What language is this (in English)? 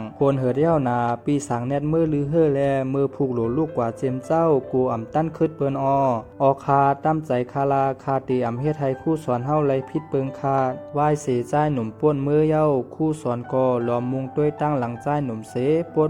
Shan